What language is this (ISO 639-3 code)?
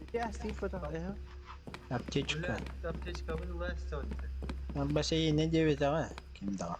sah